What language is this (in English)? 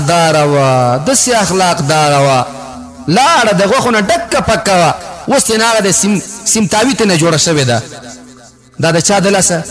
Pashto